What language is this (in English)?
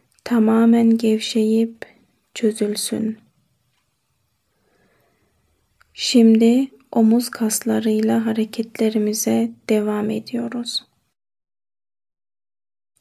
Turkish